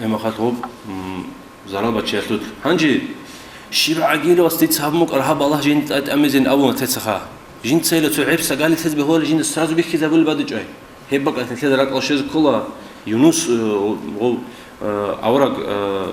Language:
Avaric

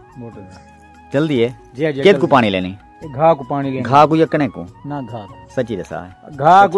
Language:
Saraiki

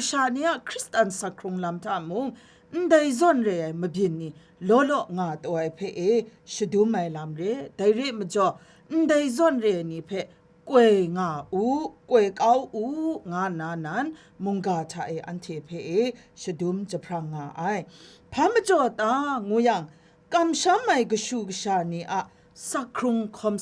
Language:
Kachin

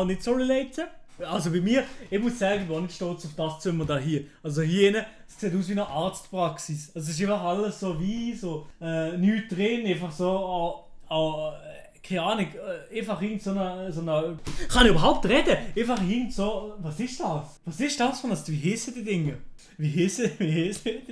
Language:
Swiss German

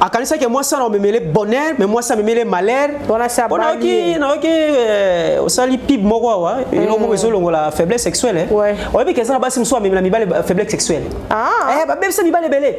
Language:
Lingala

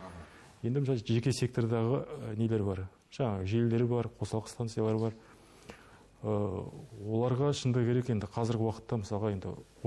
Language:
Kazakh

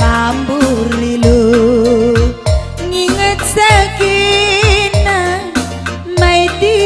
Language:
Batak Karo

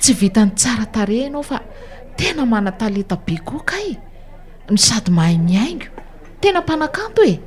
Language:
Malagasy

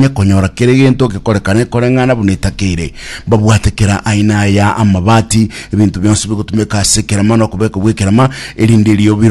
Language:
Gusii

